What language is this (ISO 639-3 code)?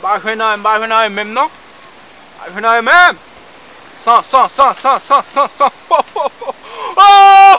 hat